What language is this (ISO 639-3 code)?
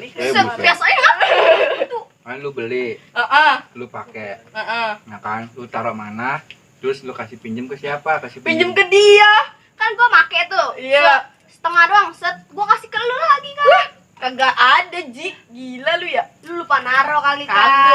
bew